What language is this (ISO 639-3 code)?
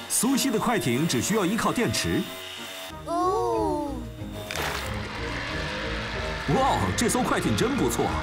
zho